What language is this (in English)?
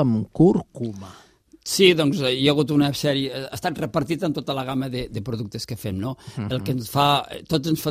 Catalan